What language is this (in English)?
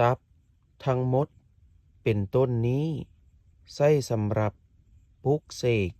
Lao